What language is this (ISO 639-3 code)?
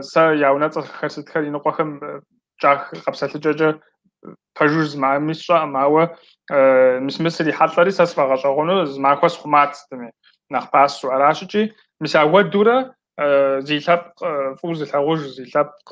kbd